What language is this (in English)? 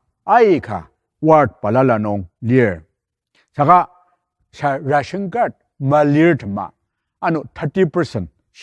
Ao Naga